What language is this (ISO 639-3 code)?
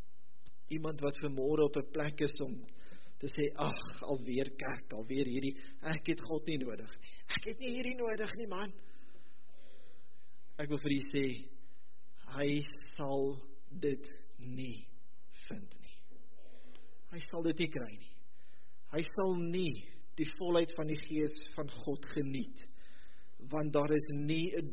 afr